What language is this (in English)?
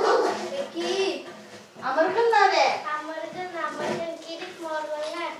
Tuvinian